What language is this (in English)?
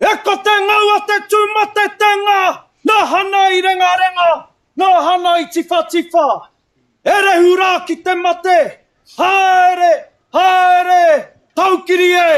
Māori